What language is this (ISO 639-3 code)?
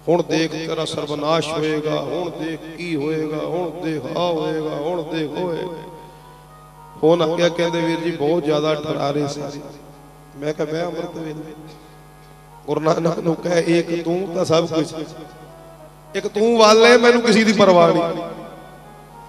pan